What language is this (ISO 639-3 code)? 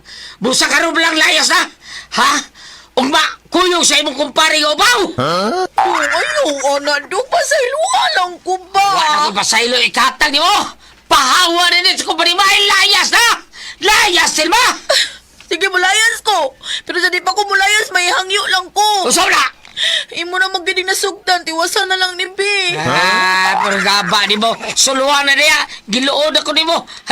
ceb